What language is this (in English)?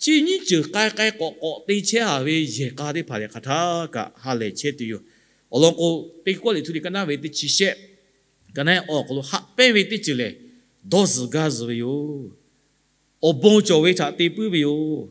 Lahu